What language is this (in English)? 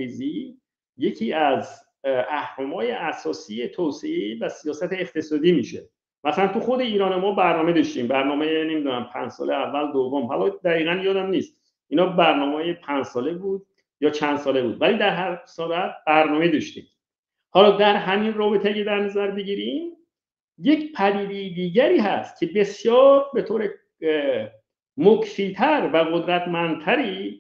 Persian